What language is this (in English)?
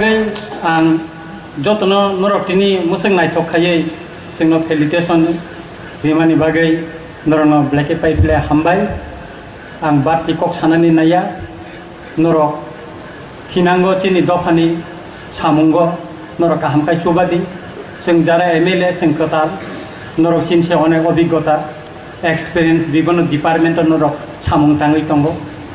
Kok Borok